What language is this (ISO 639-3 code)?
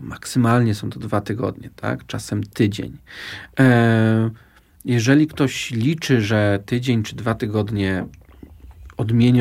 pol